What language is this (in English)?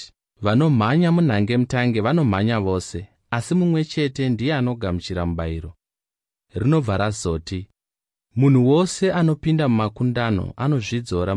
Shona